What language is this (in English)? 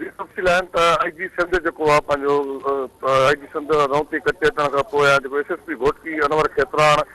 Sindhi